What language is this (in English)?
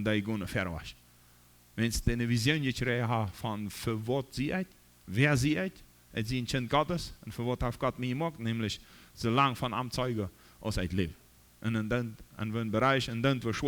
Plautdietsch